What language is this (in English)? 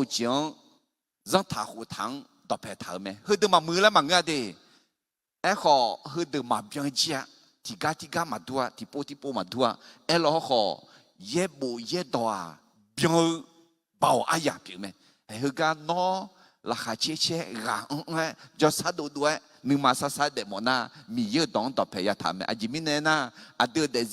Akha